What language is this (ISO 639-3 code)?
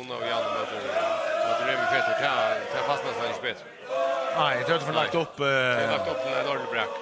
fao